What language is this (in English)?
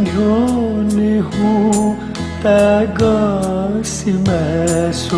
Newari